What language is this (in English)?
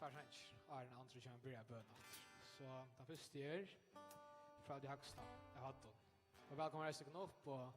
Faroese